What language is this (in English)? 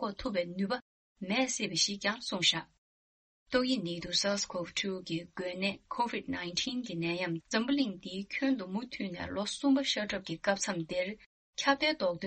Tibetan